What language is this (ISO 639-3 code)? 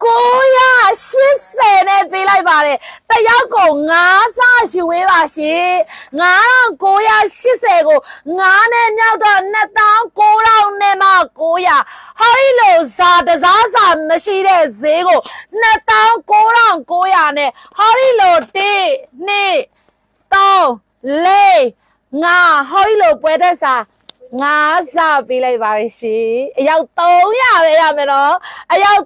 mya